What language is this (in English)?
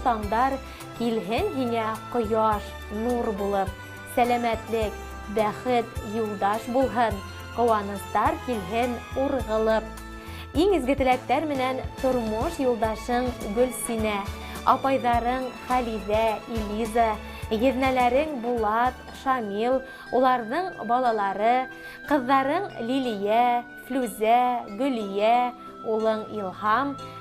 Bashkir